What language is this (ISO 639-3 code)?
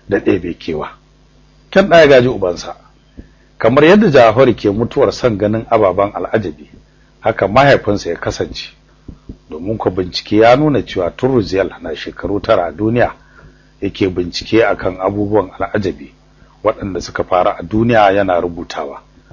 hau